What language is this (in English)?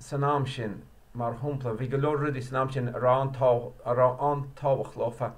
Irish